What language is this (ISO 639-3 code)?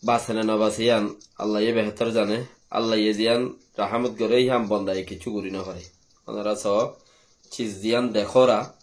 rhg